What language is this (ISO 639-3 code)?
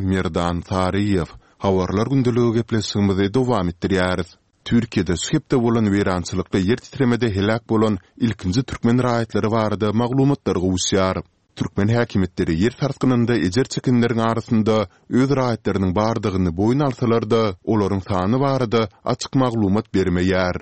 tuk